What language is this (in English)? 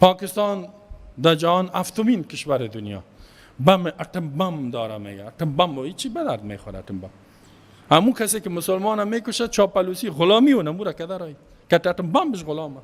Persian